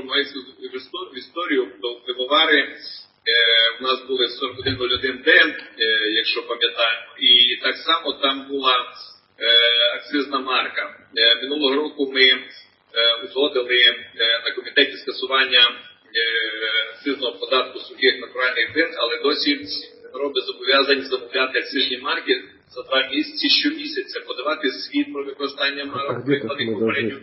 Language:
Ukrainian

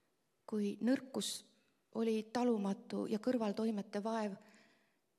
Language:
Estonian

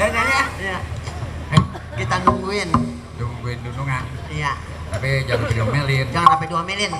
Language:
Betawi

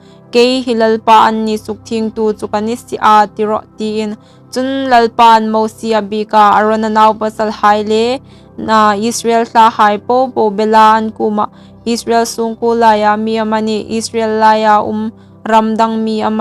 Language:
Hmar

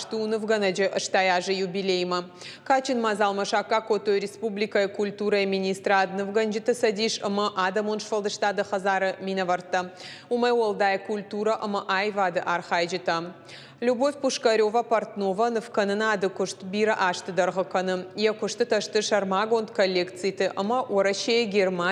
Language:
Ossetic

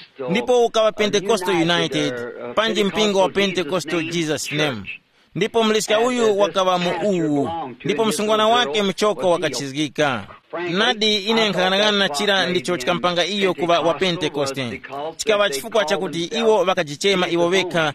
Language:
Tumbuka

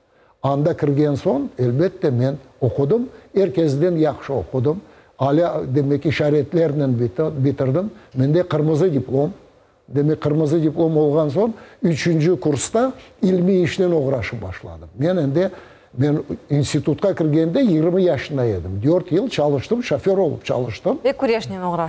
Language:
Crimean Tatar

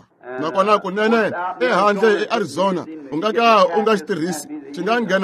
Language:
Tsonga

